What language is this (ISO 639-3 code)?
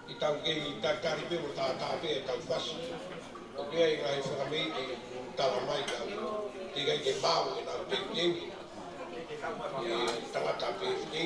ton